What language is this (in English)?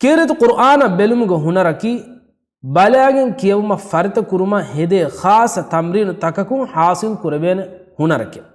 Divehi